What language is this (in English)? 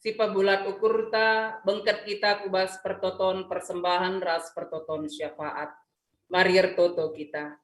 Batak Karo